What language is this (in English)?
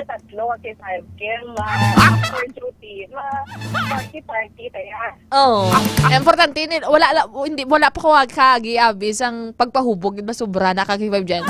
Hiligaynon